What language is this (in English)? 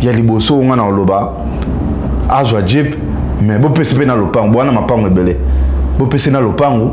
Lingala